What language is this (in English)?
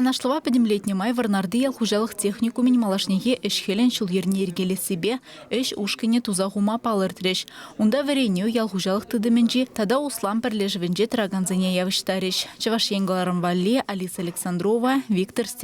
Chuvash